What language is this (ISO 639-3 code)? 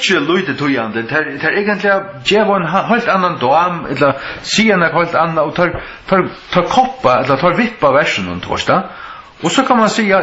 fao